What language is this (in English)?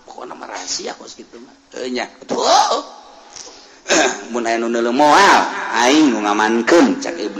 Sundanese